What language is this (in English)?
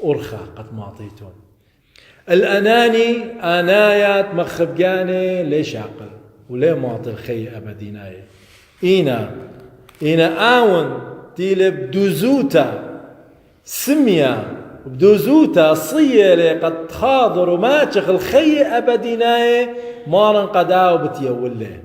Assyrian Neo-Aramaic